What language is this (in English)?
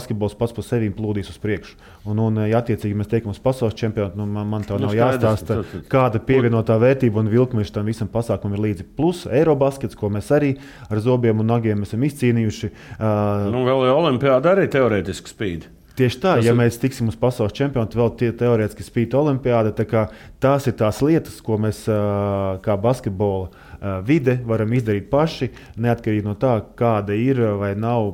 Latvian